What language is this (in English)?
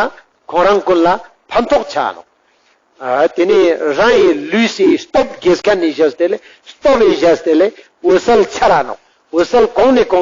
Ladakhi